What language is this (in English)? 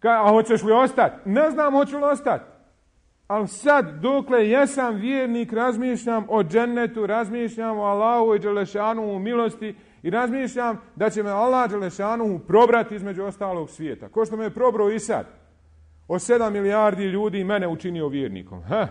Bosnian